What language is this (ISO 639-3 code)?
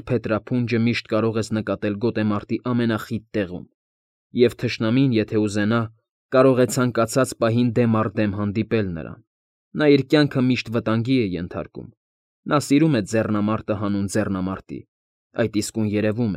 hye